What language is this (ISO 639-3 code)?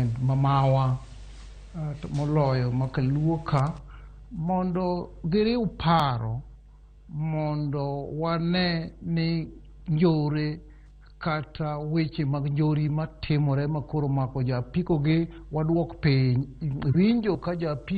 luo